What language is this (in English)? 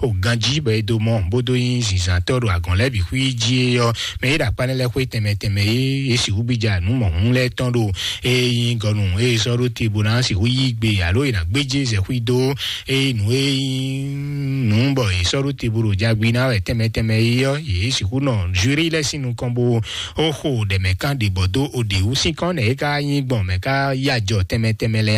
Fon